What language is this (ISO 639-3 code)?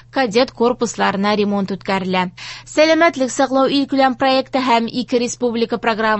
tat